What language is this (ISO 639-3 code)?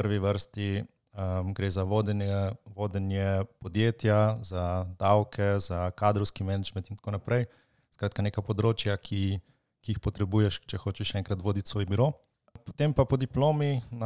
slv